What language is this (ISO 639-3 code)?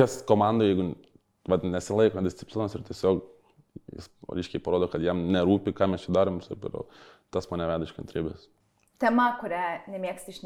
lit